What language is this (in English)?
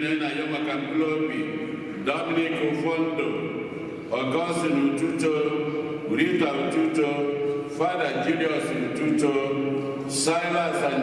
Igbo